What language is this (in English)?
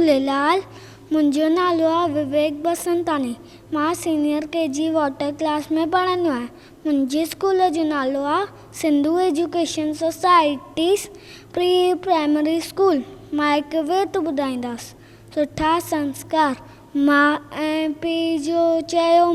Sindhi